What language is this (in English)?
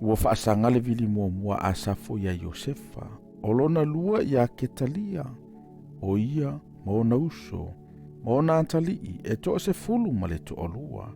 Samoan